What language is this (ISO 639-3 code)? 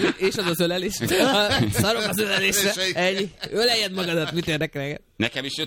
hun